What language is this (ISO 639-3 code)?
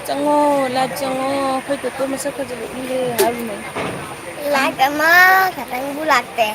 mni